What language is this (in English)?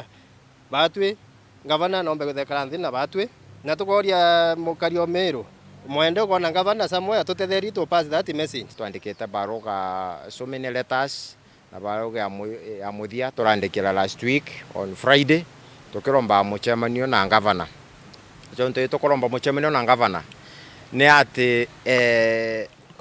Meru